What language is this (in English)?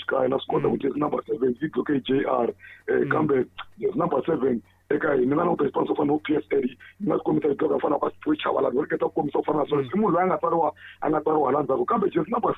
Tsonga